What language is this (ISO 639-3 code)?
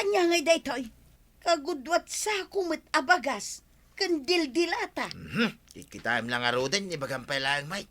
ilo